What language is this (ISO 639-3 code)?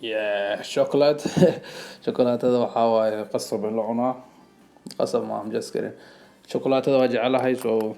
som